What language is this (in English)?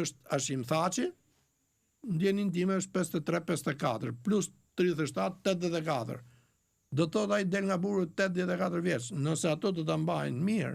Albanian